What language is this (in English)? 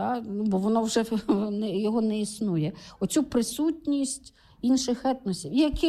Ukrainian